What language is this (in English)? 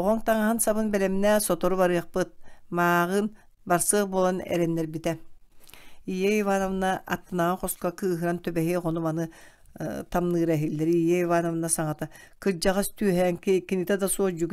Yakut